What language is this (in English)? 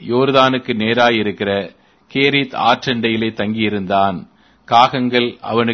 Tamil